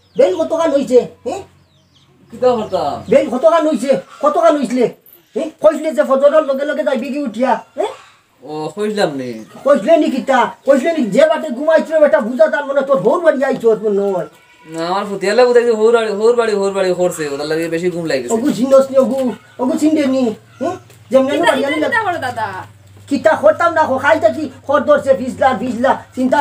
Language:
Sylheti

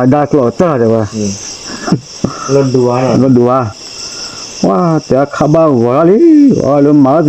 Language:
S'gaw Karen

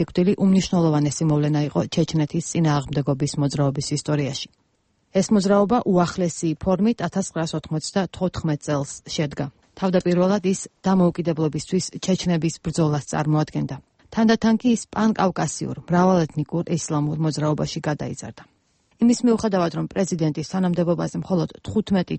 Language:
Georgian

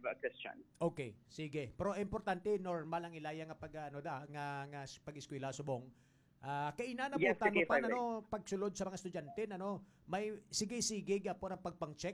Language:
Hiligaynon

